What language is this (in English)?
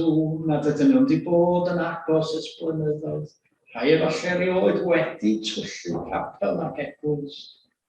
Welsh